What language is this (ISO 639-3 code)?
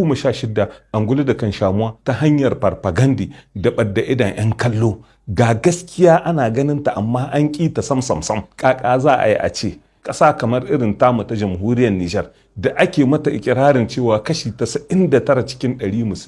hau